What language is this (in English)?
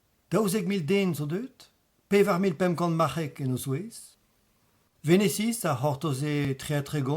Breton